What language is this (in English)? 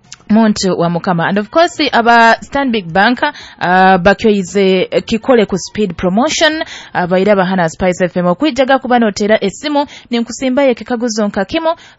Nyoro